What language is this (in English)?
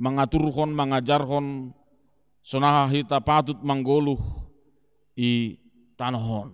Batak Simalungun